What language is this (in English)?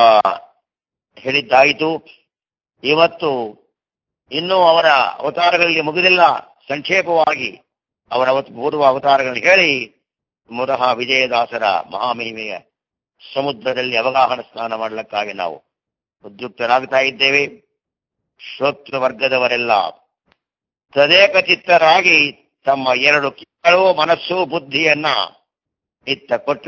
Kannada